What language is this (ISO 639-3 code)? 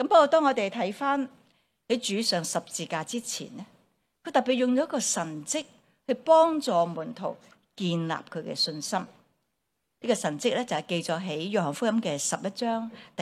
yue